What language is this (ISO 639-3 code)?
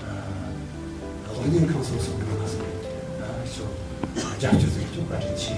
bod